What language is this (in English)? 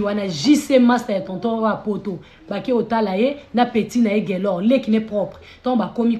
Lingala